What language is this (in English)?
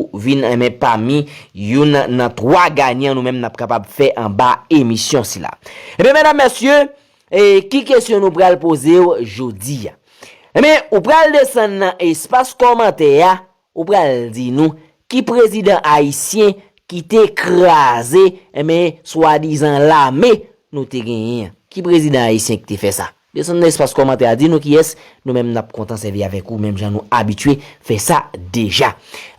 Haitian Creole